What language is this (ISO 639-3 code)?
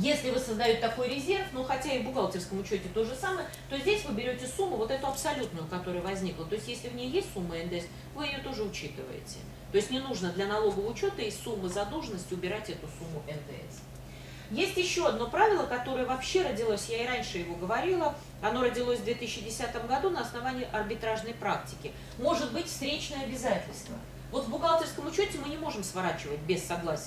rus